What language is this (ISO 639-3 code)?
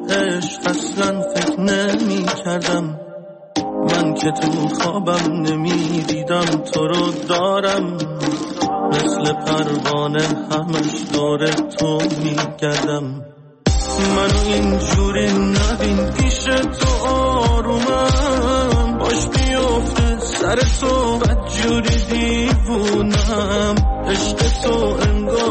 fas